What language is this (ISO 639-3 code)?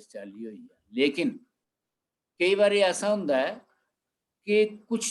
doi